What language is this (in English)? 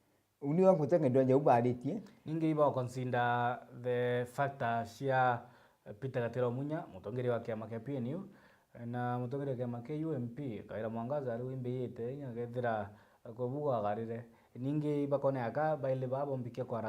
Meru